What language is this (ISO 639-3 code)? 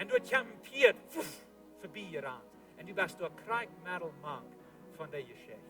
pdt